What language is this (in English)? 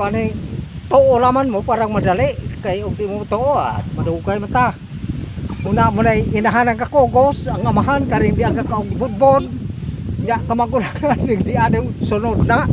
Cebuano